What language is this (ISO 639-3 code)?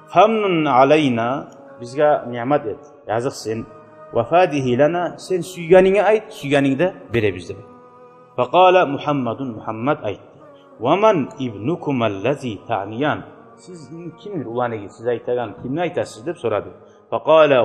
kum